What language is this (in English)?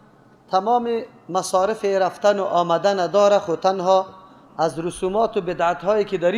Persian